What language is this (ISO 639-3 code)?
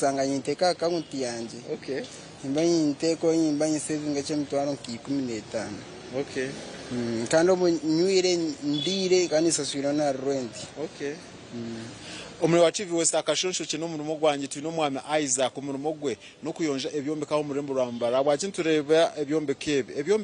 nyn